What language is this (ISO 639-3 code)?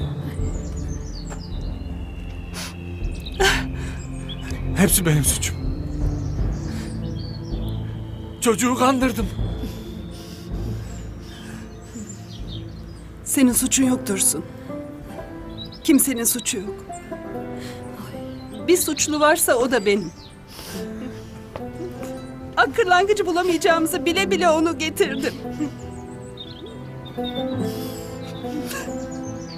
tur